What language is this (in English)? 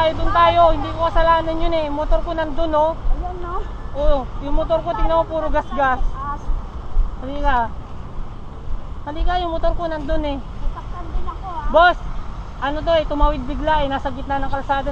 Filipino